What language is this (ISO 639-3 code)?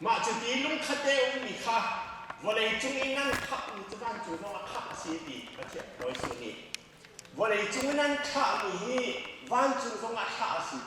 cnh